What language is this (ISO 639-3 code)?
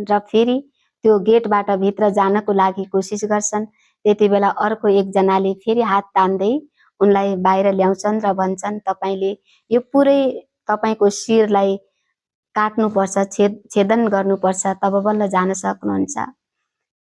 nep